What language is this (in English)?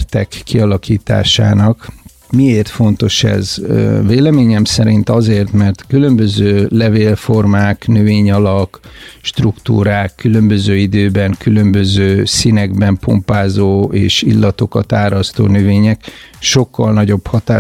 Hungarian